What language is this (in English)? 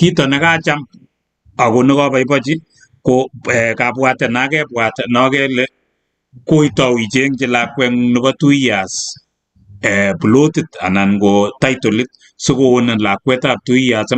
Kalenjin